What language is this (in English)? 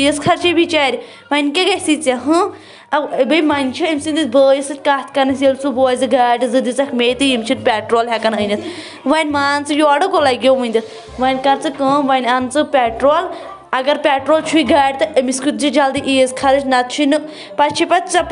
Kashmiri